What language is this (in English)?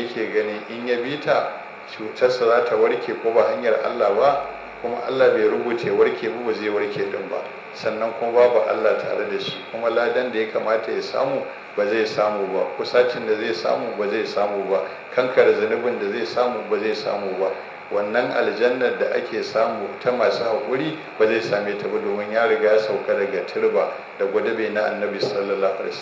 Hausa